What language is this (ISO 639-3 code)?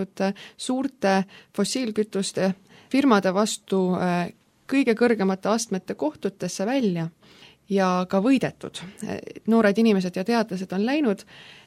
est